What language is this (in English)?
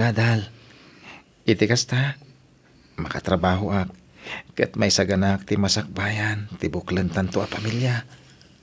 Iloko